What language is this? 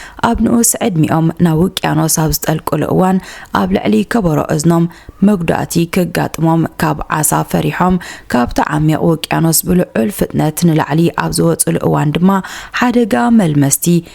Tigrinya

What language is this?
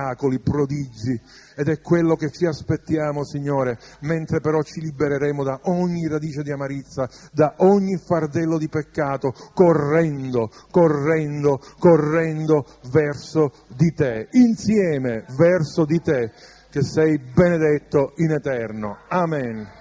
Italian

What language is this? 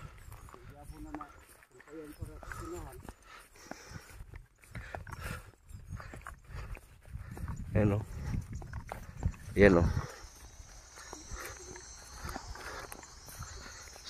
Filipino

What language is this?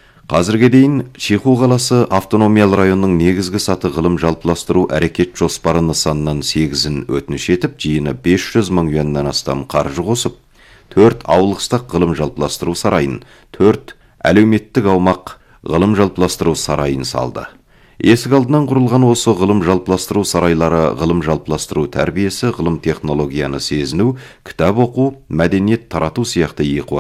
Kazakh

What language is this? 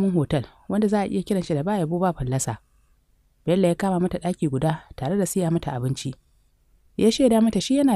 Hausa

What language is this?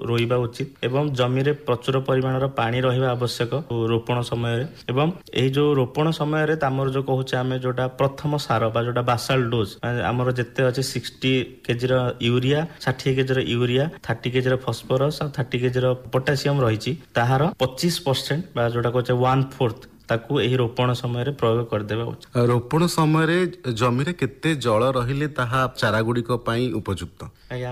Odia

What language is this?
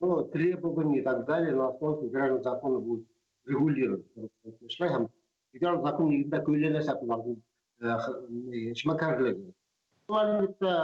Bashkir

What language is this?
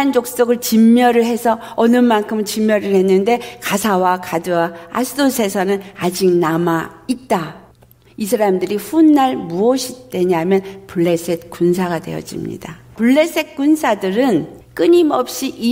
Korean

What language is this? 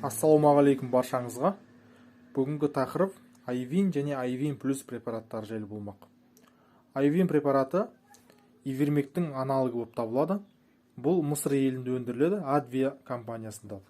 Kazakh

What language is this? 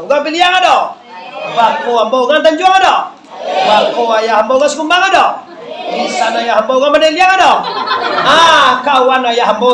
Minangkabau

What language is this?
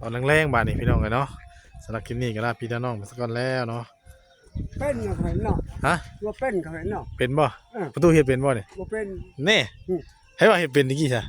Northeastern Thai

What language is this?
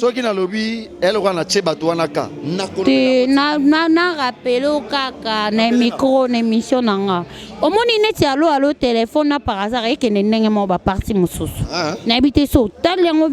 Lingala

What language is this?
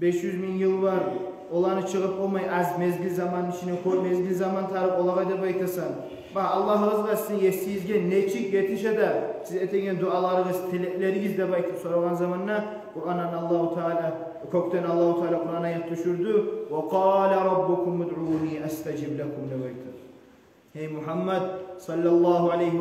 Kumyk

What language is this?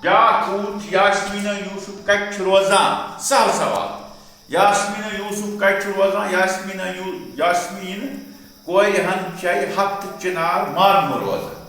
Kashmiri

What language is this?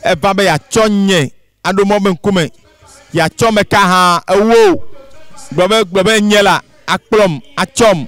Ewe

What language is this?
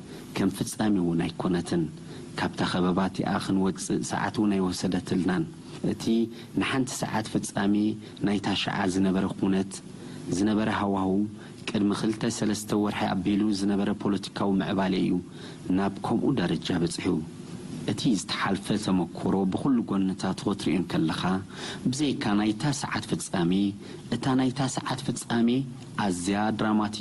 Tigrinya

